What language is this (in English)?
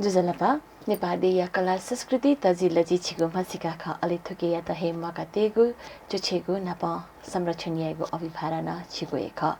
Newari